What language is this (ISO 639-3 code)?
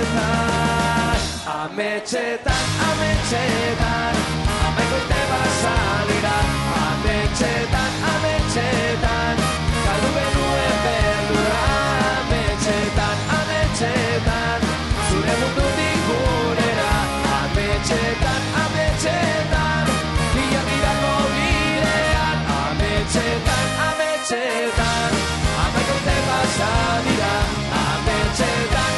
eus